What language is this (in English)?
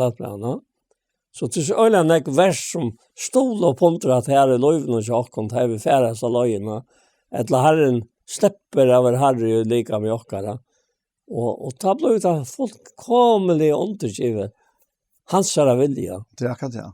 Faroese